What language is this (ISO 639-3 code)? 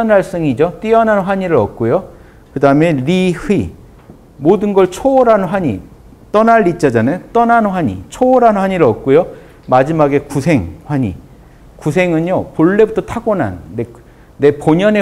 kor